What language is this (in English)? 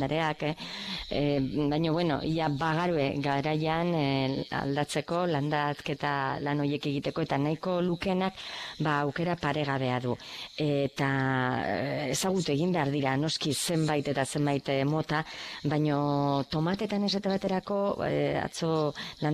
Basque